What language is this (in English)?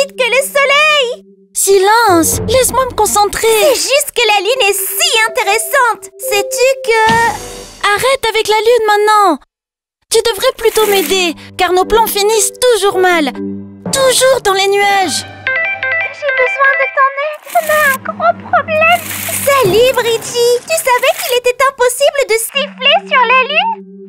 French